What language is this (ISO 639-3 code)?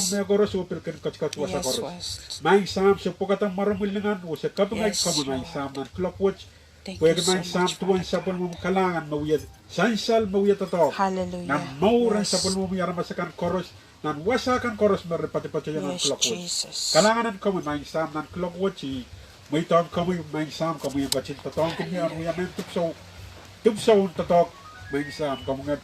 pon